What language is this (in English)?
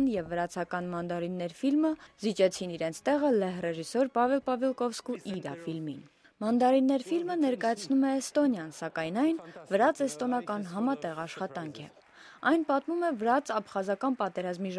Armenian